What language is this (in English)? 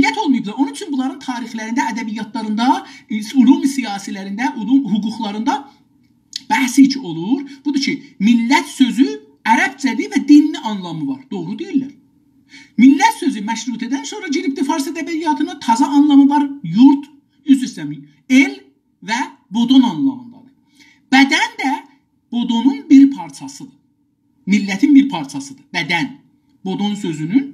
South Azerbaijani